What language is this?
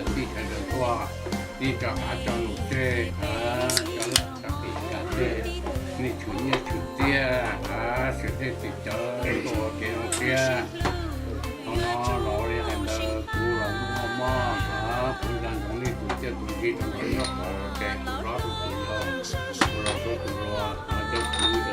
Hmong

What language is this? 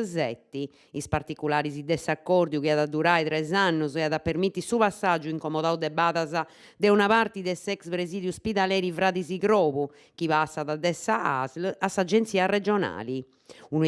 Sardinian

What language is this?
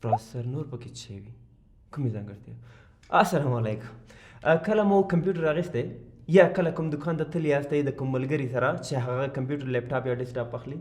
Pashto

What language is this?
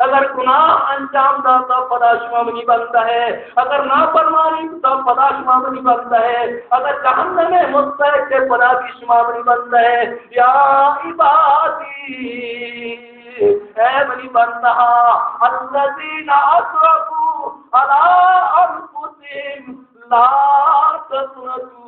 Baluchi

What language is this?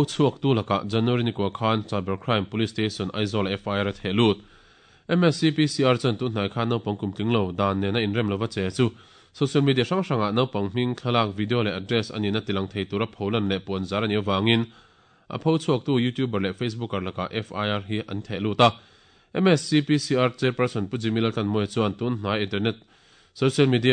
Mizo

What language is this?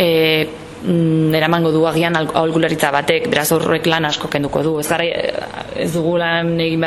Basque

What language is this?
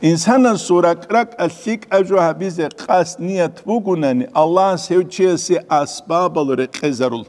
Avaric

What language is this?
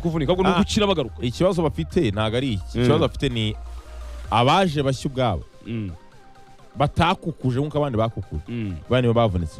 Kinyarwanda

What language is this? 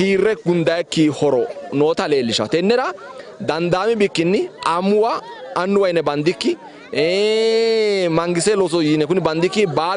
Sidamo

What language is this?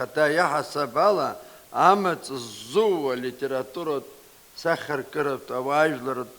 Abkhazian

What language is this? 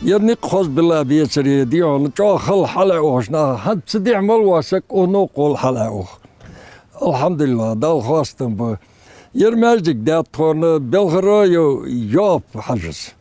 Ingush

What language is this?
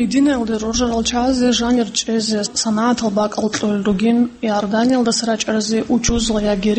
Avaric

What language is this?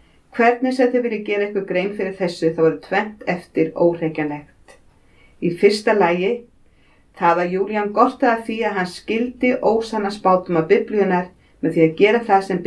Icelandic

